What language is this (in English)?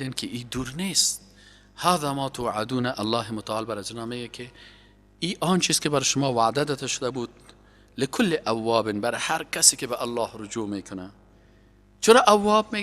Persian